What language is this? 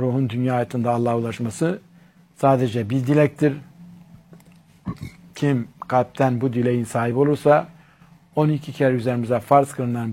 Turkish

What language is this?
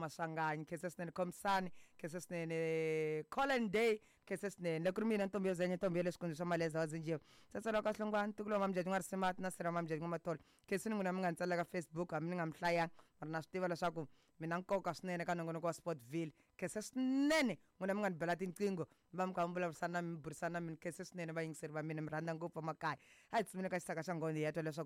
Tsonga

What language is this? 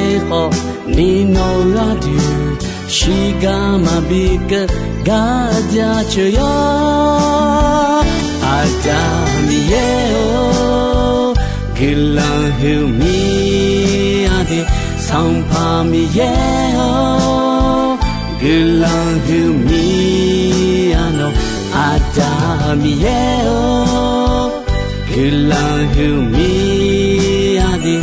Akha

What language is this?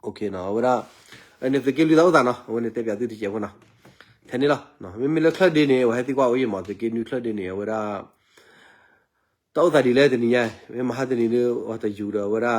S'gaw Karen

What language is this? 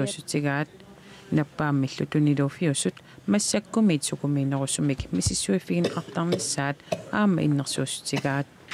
Kalaallisut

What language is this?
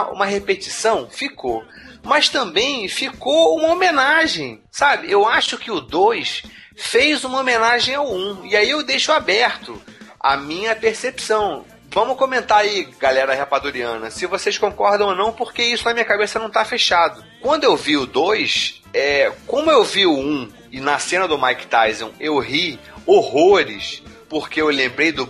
Portuguese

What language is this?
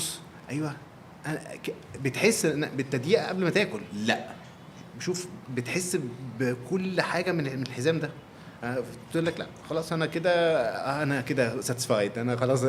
Egyptian Arabic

